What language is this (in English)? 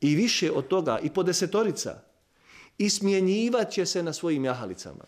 Bosnian